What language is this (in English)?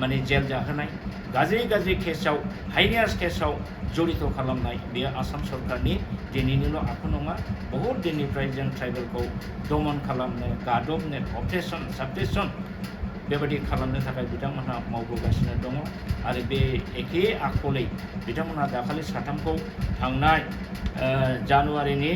Bodo